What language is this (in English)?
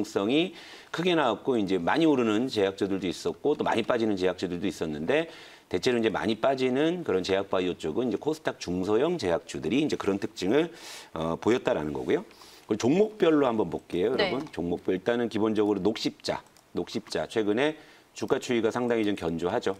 Korean